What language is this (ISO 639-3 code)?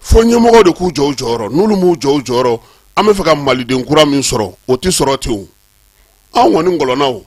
bam